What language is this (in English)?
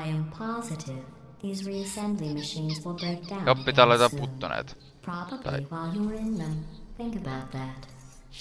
Finnish